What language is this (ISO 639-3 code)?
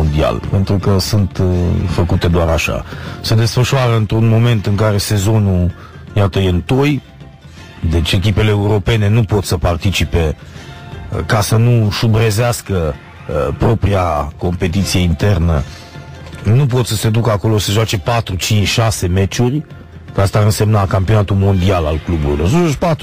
ron